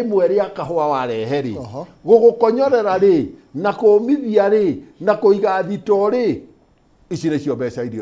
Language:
Kikuyu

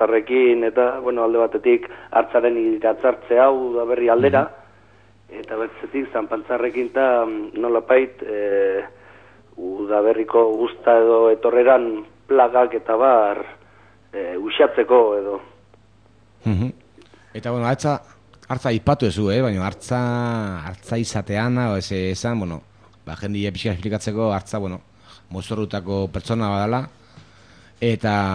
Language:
Basque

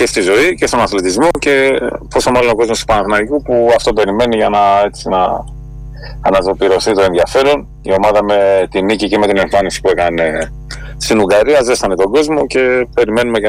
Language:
Greek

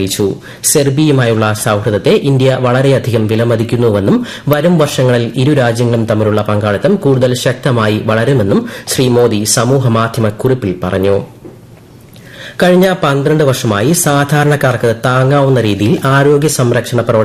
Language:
Malayalam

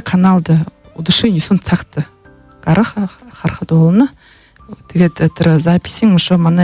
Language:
Buriat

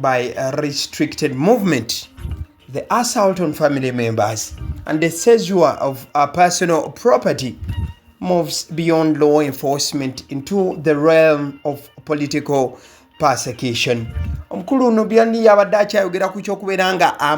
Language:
Ganda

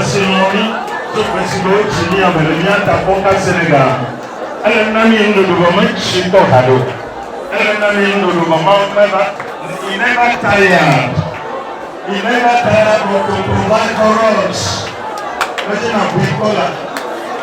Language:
Ewe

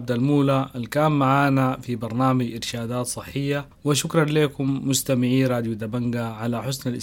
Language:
Sudanese Arabic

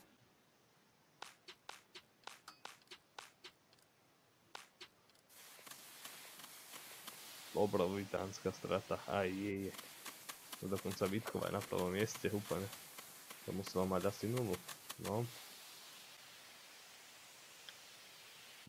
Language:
Slovak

